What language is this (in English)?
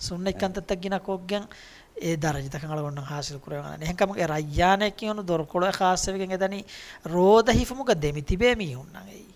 Divehi